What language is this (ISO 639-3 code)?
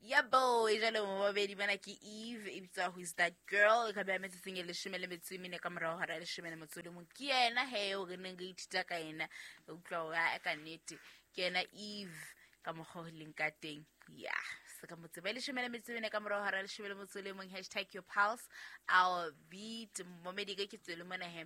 sot